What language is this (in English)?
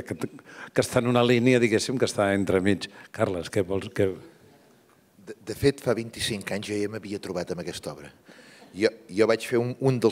Catalan